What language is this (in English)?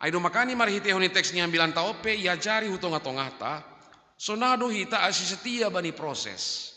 Batak Simalungun